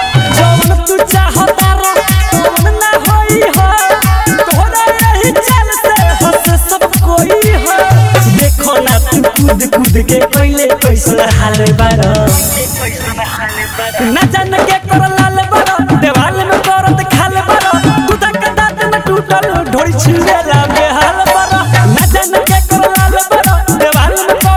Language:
Bhojpuri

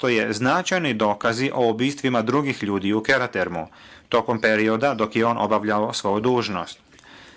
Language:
Bosnian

